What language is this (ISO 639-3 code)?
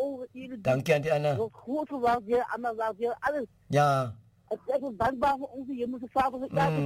afr